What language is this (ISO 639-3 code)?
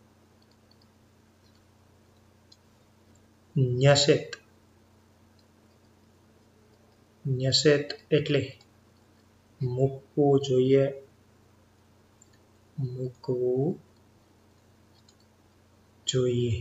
guj